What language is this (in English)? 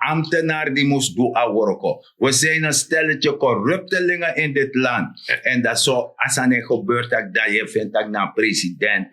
Sranan Tongo